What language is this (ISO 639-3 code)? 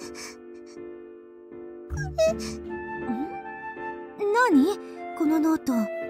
jpn